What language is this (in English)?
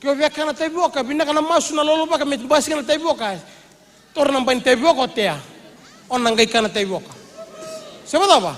Fijian